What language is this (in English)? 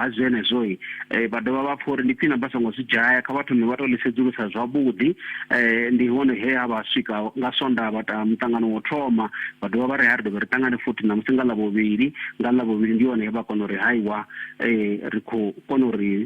Venda